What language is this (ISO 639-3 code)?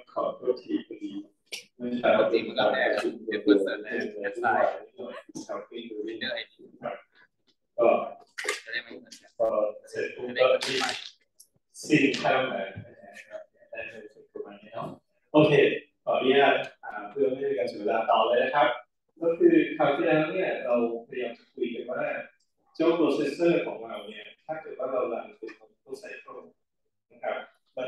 tha